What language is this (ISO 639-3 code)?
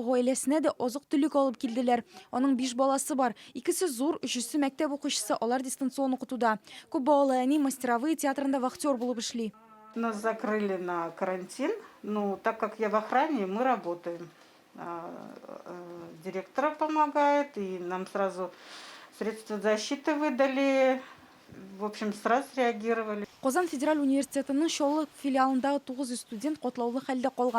tat